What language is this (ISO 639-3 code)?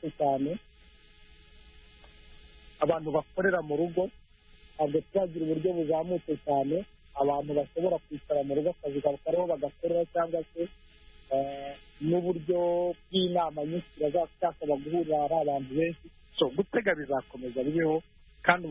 kin